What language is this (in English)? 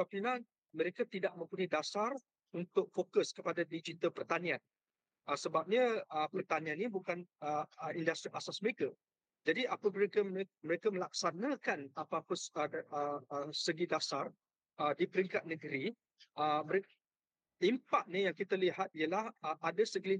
Malay